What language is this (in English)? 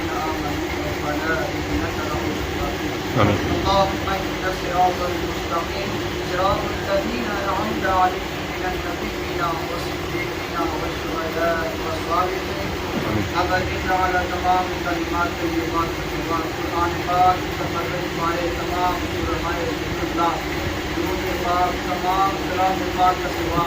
Pahari-Potwari